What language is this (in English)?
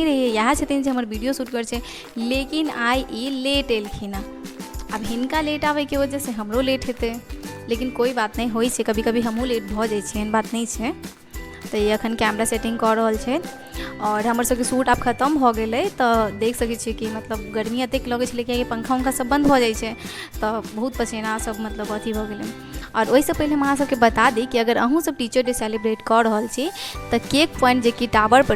Maithili